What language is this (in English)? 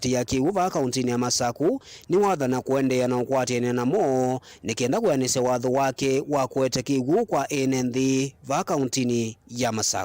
Kamba